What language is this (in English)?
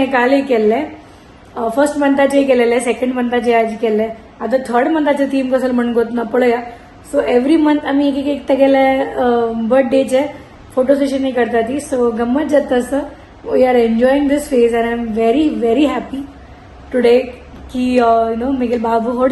Konkani